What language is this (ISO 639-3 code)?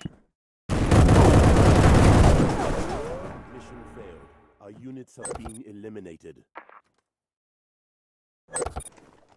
ces